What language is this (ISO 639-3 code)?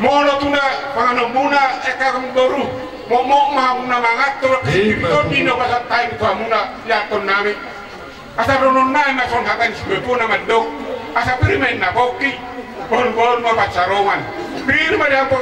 bbc